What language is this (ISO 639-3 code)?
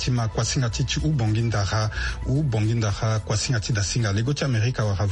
sag